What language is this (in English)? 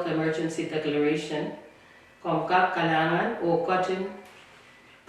Pohnpeian